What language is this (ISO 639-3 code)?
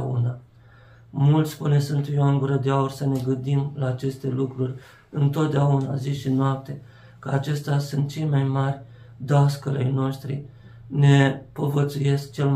ron